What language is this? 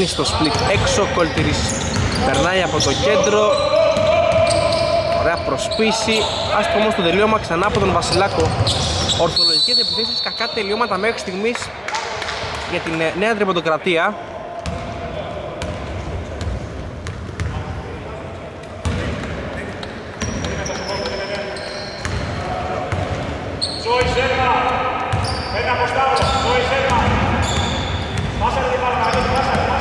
Greek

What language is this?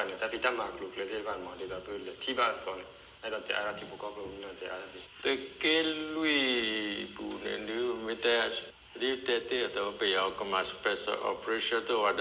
S'gaw Karen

